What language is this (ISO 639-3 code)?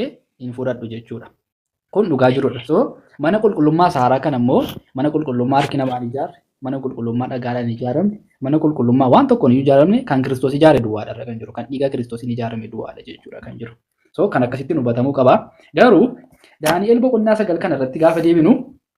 orm